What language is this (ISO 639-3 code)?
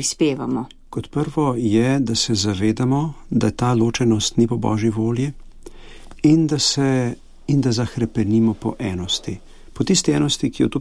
slv